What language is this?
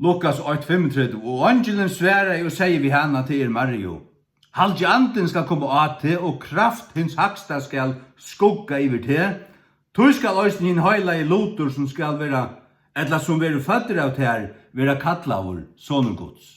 Faroese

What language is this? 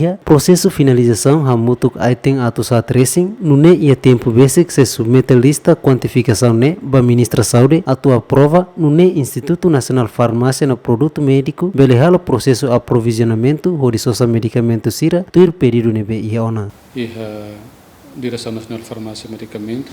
Tetum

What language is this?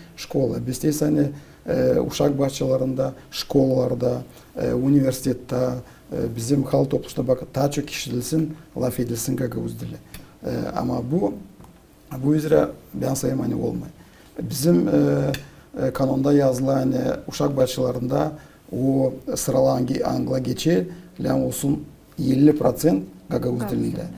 Gagauz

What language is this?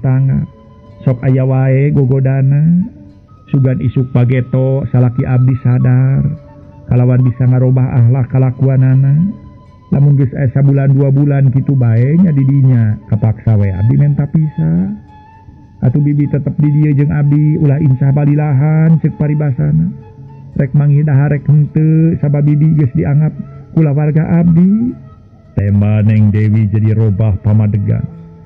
Sundanese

